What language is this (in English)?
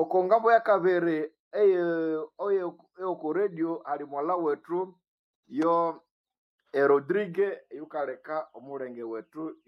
Nande